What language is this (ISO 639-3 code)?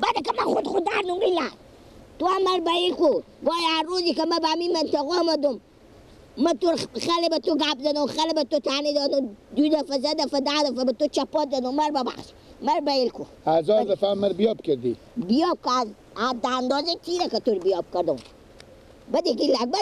fas